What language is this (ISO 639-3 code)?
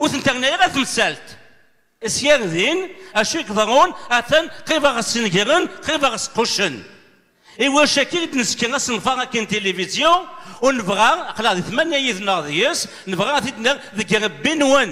kab